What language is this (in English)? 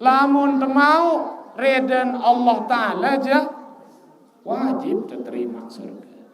Sasak